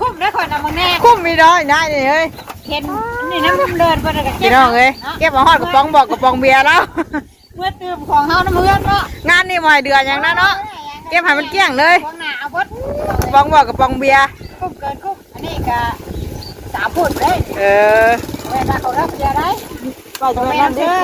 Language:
Northeastern Thai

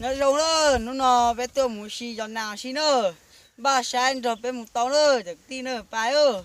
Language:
Hmong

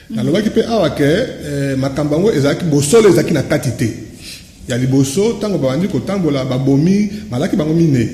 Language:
Lingala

